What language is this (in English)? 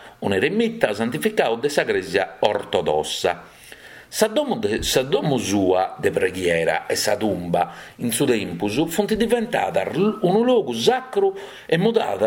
Sardinian